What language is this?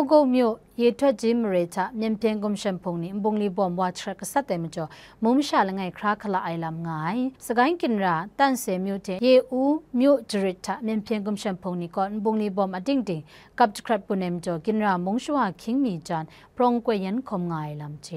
Kachin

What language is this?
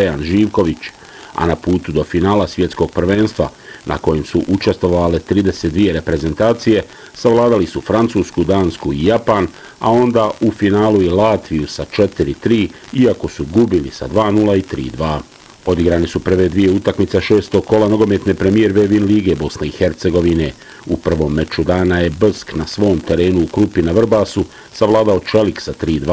Bosnian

